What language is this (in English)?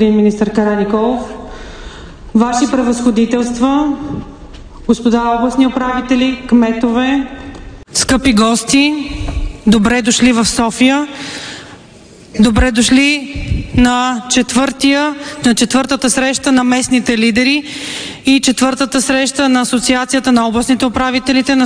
Bulgarian